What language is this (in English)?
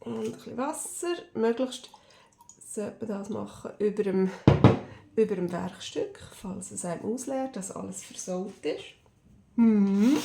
Swiss German